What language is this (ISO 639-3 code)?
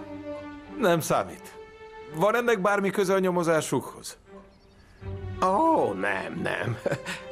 hun